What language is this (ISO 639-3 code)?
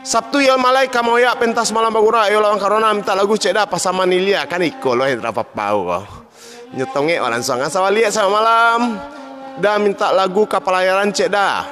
min